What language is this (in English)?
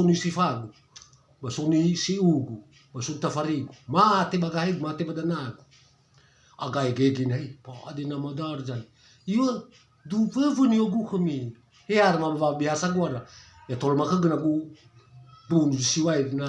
Nias